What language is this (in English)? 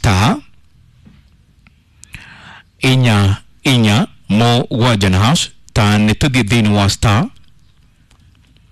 Kikuyu